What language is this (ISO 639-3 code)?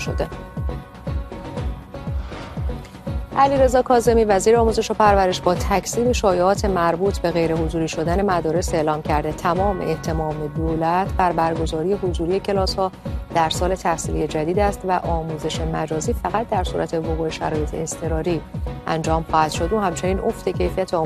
fas